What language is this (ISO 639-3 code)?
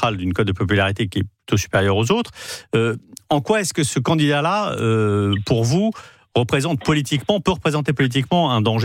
fra